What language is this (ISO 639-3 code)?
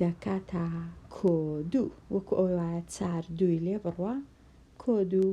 ckb